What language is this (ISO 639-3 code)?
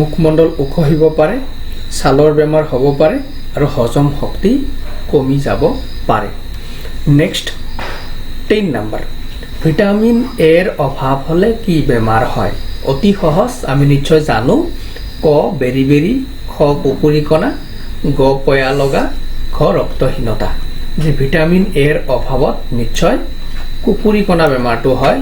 asm